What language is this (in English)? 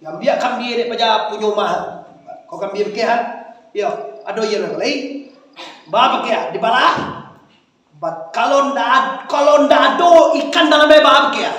Minangkabau